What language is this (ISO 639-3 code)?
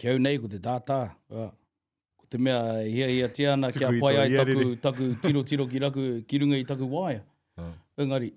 mri